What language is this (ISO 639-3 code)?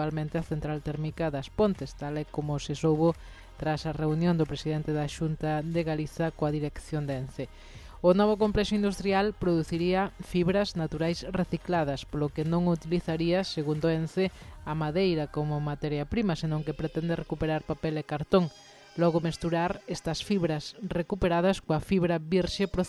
glg